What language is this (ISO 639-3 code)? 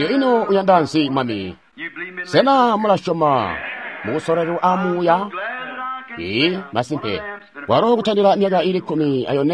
toi